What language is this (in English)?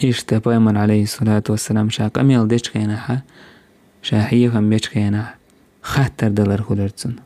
Chechen